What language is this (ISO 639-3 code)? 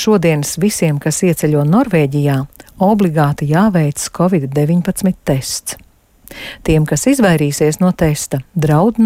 lav